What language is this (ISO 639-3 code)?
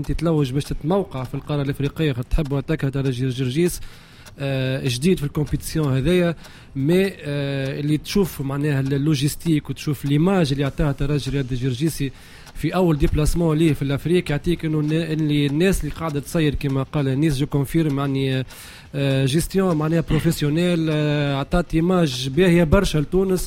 aeb